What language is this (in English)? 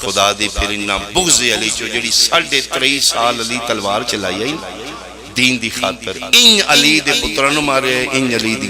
Pahari-Potwari